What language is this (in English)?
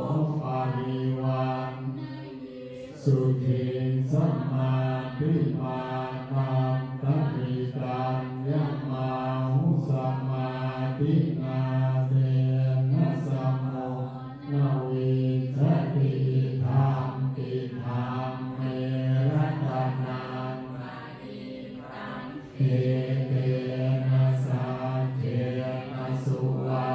Pali